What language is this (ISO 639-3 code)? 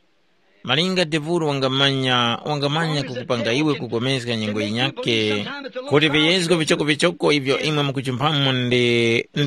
tum